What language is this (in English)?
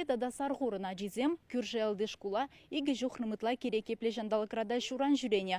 Chuvash